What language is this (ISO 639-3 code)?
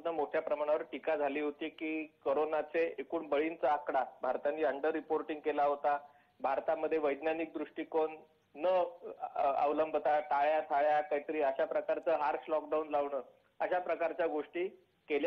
mar